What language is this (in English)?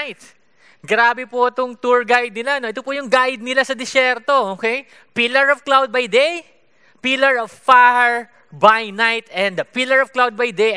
Filipino